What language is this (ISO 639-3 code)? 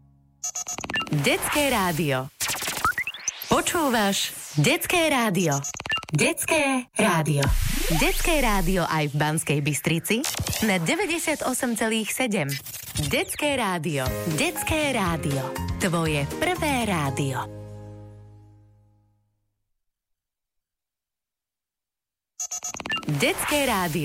slk